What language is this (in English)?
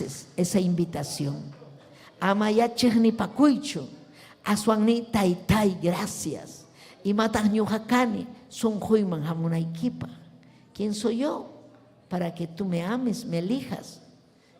Ayacucho Quechua